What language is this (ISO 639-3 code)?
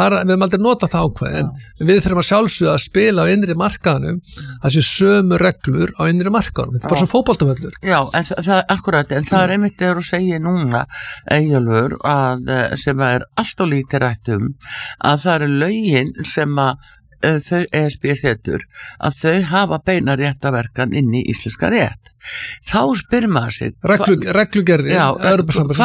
isl